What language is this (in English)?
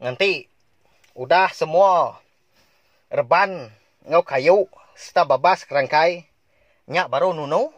Iban